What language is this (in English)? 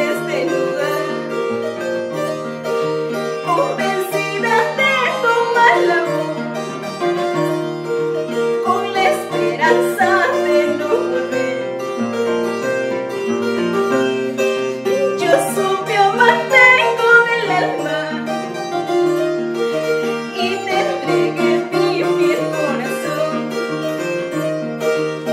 Spanish